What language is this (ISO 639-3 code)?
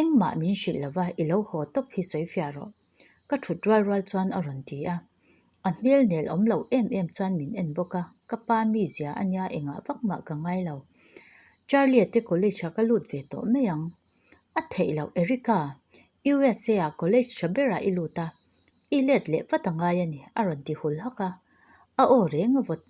lus